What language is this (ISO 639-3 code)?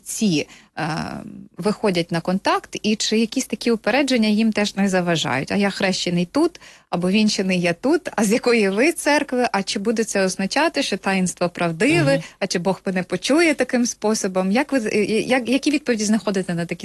ukr